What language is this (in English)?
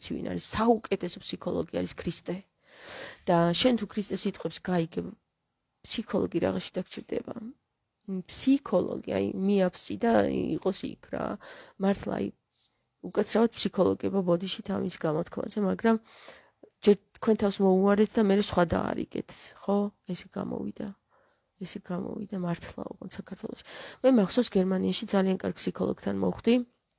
Georgian